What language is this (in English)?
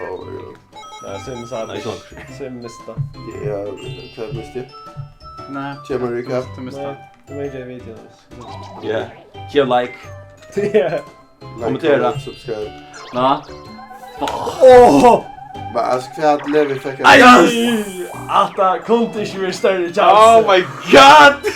Faroese